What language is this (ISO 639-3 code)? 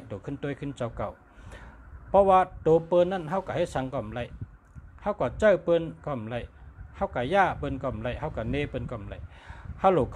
shn